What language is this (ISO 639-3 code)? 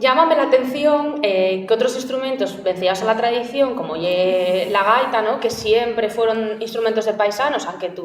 ast